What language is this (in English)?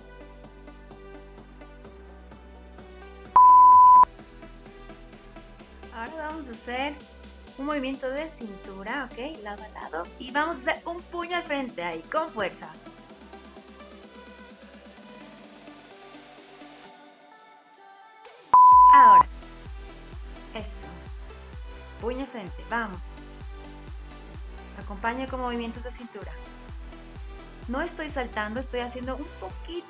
Spanish